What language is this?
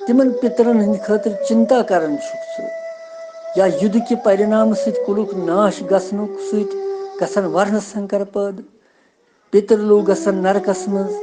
Kashmiri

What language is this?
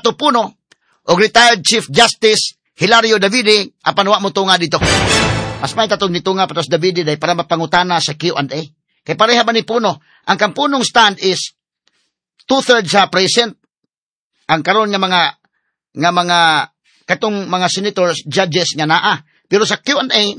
Cebuano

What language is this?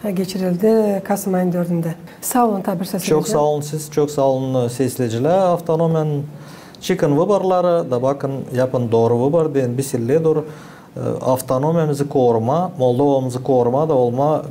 Gagauz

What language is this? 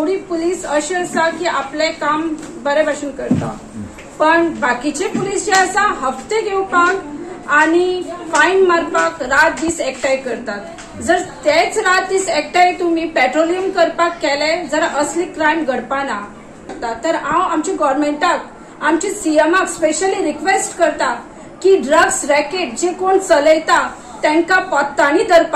Konkani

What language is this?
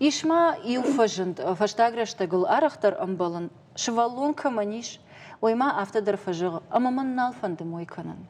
Ossetic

